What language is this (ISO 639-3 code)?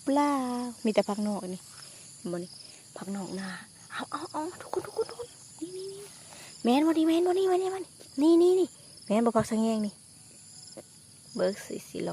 lao